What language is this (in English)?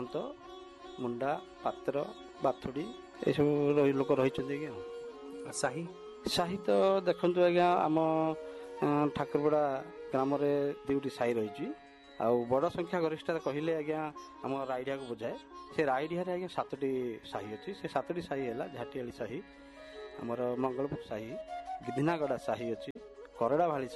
Odia